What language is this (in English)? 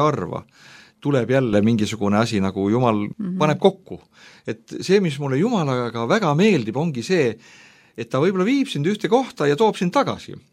Estonian